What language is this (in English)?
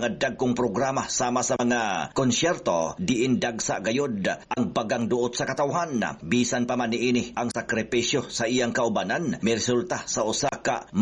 Cebuano